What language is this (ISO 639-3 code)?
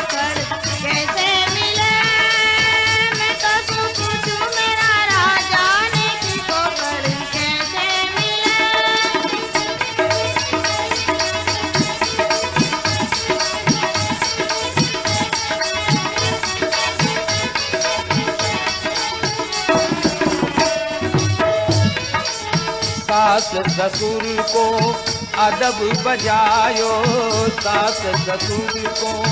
bgc